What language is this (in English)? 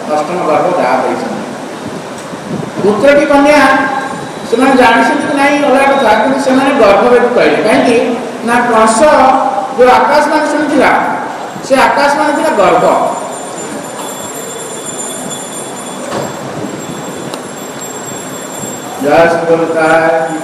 Odia